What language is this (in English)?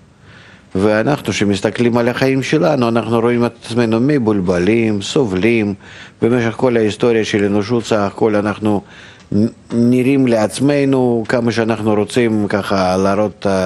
Hebrew